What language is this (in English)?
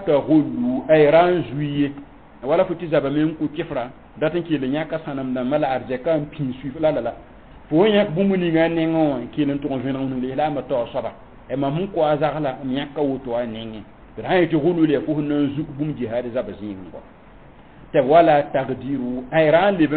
Mossi